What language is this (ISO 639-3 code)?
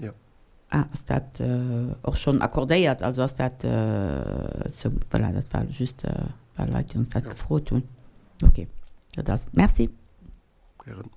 ltz